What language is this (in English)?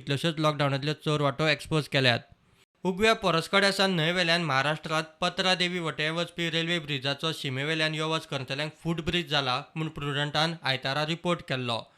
Konkani